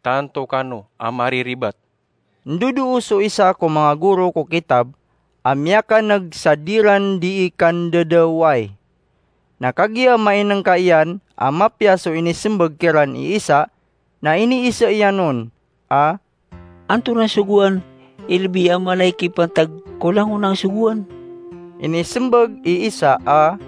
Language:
Maranao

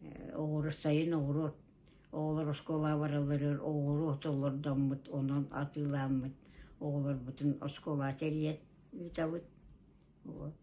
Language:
Yakut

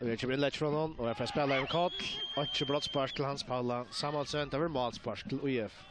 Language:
Faroese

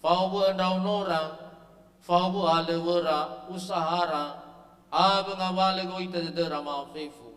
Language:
Nias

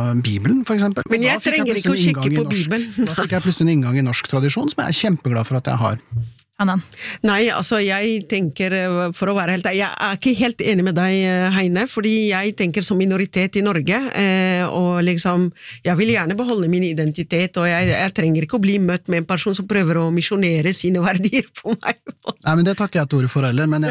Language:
Norwegian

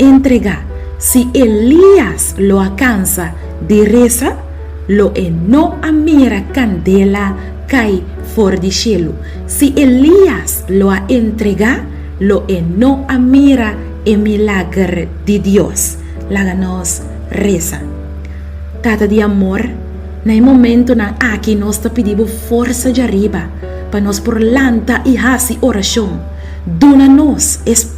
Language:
Papiamento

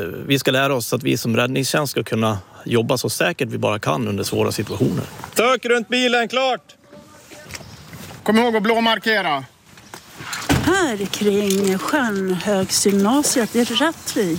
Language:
Swedish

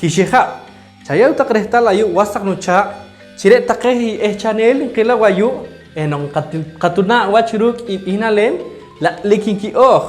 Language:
Poqomchi'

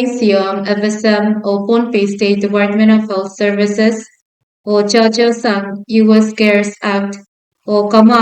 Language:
Pohnpeian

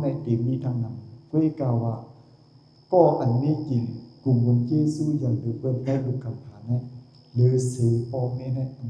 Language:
Shan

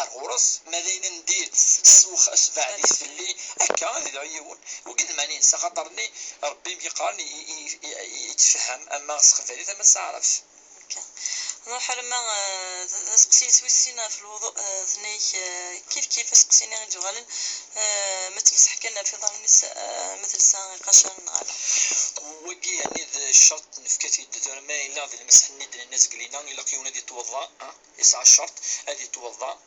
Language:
Kabyle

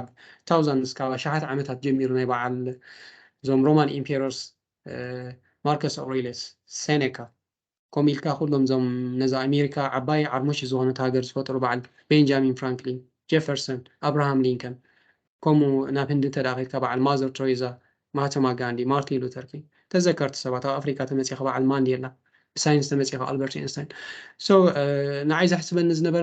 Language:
Tigrinya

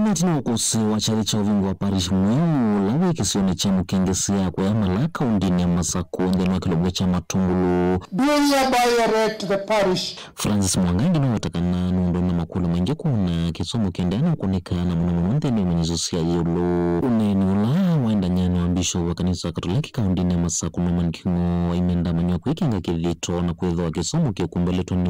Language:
Kamba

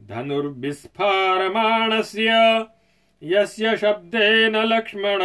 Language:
Sanskrit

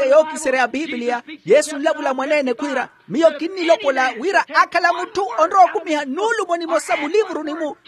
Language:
Makhuwa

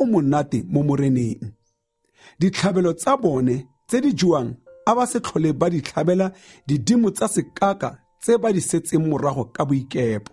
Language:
Tswana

